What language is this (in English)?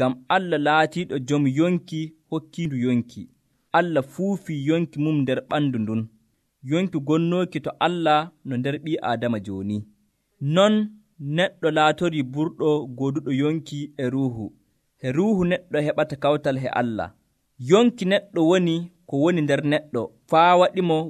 Nigerian Fulfulde